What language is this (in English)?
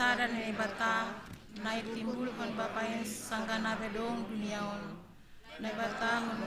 Batak Simalungun